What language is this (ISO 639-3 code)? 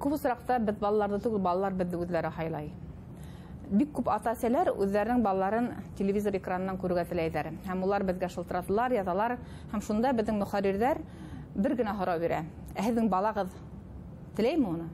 bak